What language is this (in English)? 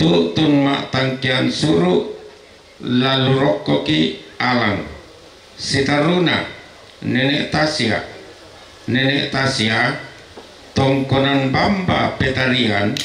Toraja-Sa'dan